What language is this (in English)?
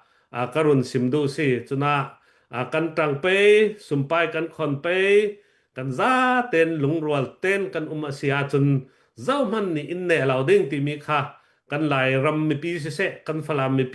Hakha Chin